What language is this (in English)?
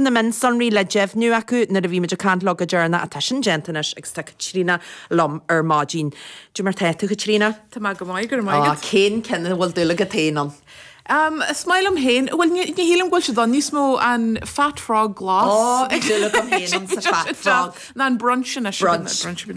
Irish